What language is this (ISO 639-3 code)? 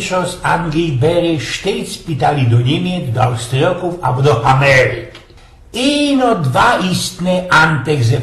szl